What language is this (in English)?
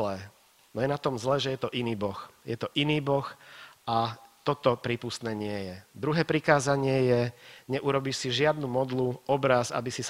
Slovak